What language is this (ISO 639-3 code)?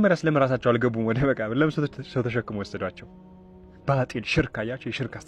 amh